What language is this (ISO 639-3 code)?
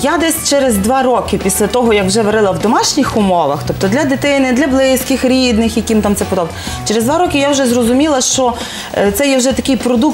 ukr